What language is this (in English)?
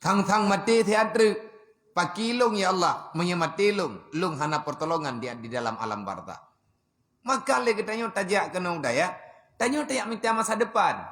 Achinese